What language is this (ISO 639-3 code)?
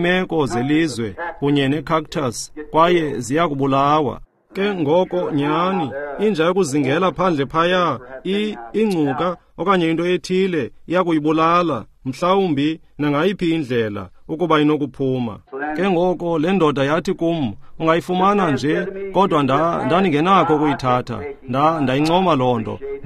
xho